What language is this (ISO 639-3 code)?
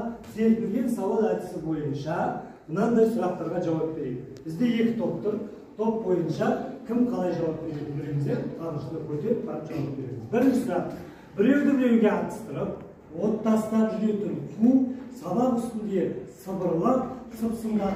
kaz